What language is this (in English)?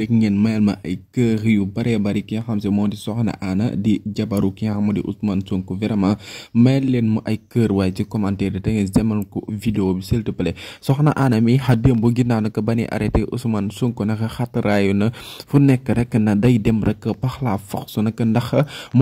Wolof